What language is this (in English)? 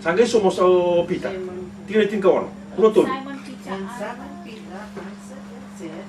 Fijian